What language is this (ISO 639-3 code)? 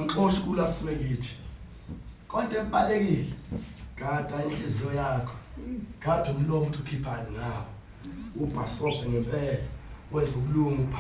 zul